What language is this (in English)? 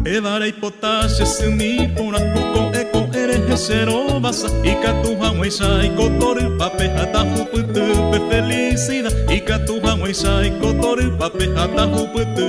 Guarani